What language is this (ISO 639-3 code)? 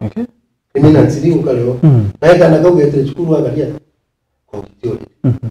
mer